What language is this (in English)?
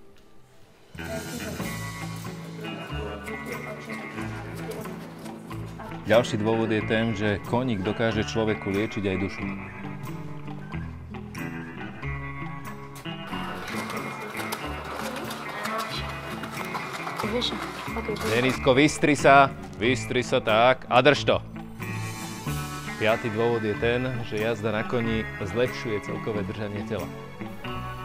Slovak